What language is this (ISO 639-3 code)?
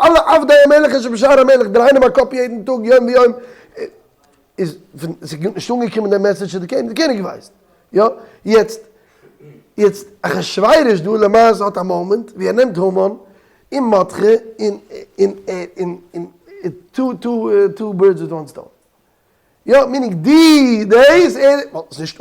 yid